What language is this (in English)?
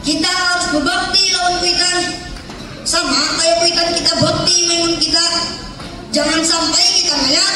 Banjar